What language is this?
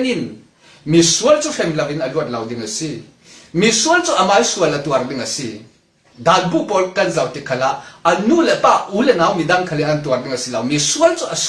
Falam Chin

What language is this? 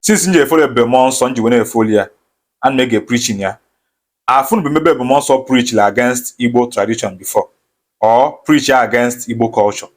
Igbo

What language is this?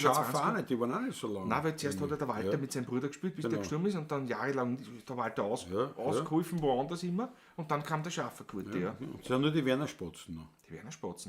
Bavarian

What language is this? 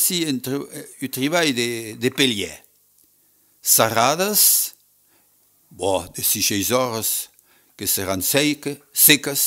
Occitan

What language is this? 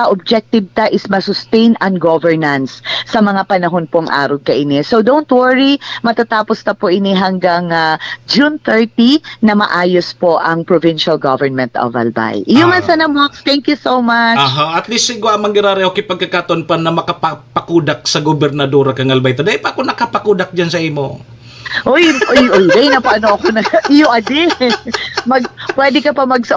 Bikol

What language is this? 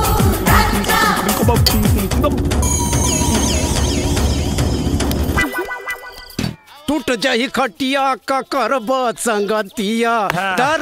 Bhojpuri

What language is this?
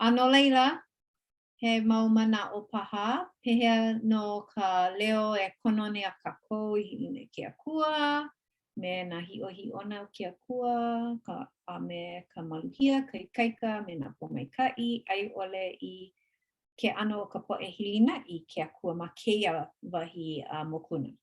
Hawaiian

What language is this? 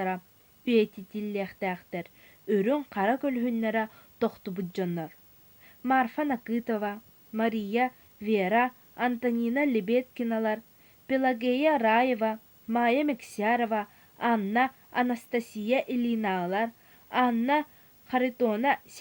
Yakut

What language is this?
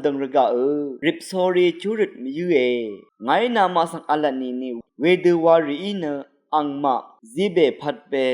Rawang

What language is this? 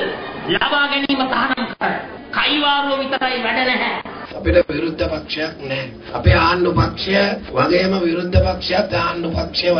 Sinhala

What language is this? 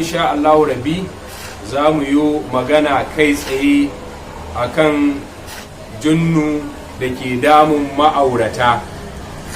Hausa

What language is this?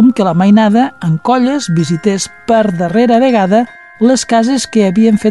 Catalan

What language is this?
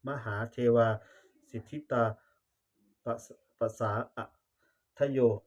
Pali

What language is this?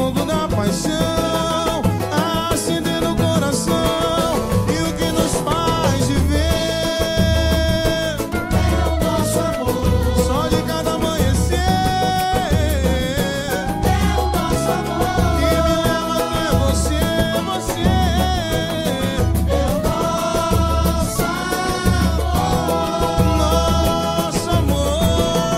Portuguese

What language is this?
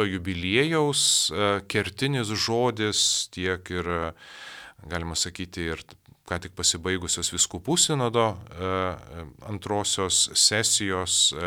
Lithuanian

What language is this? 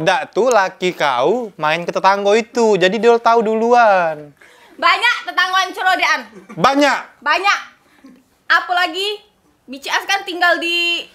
Musi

